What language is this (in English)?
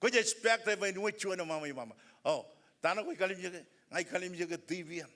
Marshallese